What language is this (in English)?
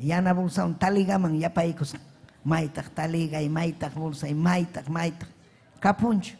Ayacucho Quechua